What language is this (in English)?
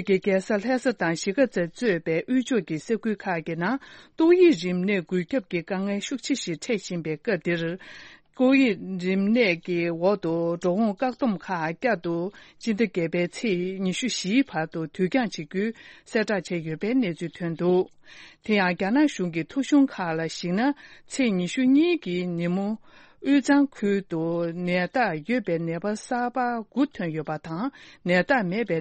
Tibetan